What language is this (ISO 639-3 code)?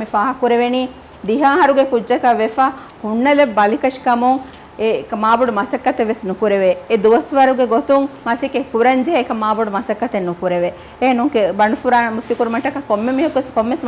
div